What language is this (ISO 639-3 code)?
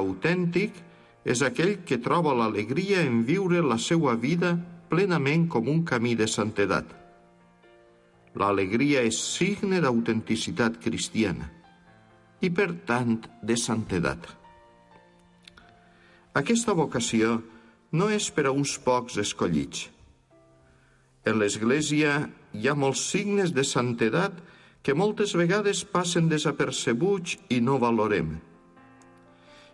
cat